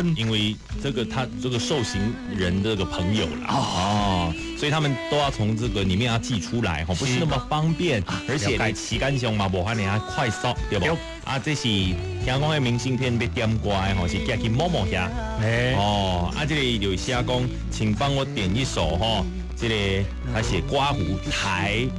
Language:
Min Nan Chinese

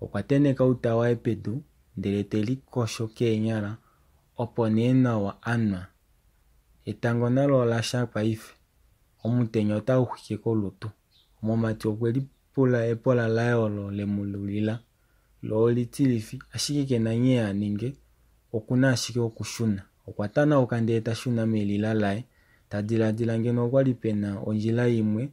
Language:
Kuanyama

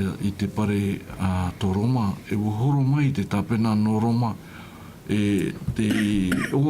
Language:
Tahitian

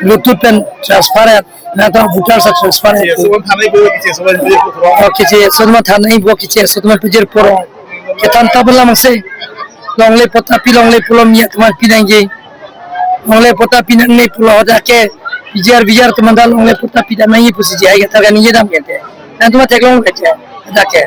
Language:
Karbi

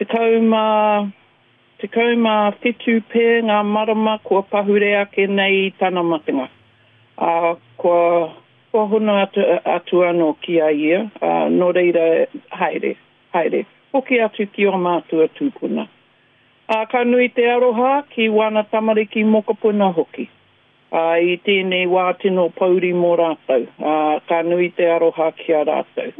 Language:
Māori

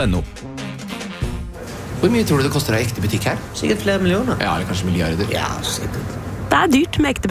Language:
Norwegian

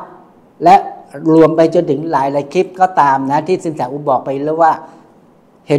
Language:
Thai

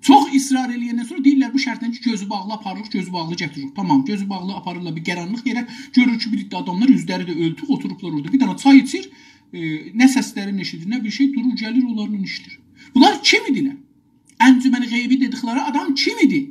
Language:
South Azerbaijani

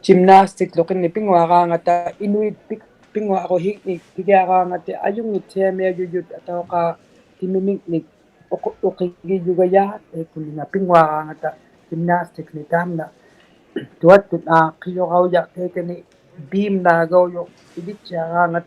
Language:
Inuktitut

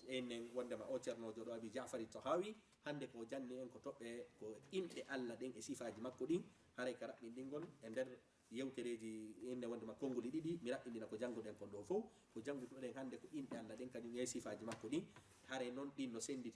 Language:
Fula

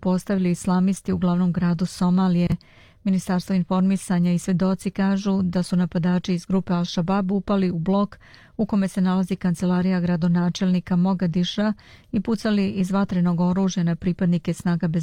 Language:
Serbian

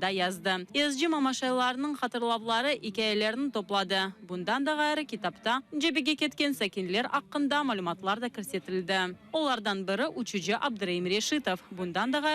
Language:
Crimean Tatar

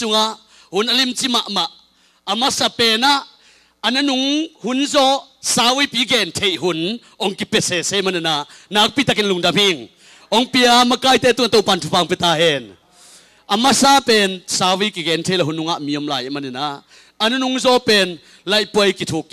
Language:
Tedim Chin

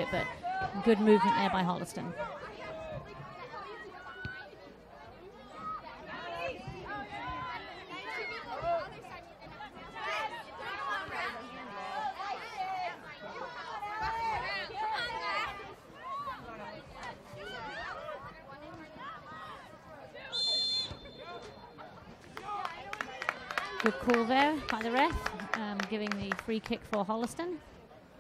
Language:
English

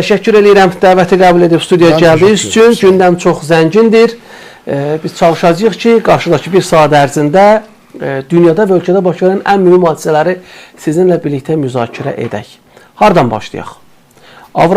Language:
Azerbaijani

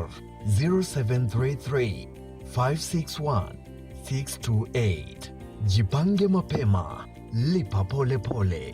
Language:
Meru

